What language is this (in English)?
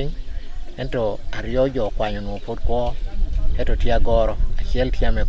Acoli